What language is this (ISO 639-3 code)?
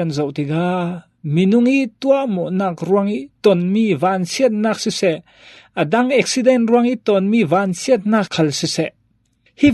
cfm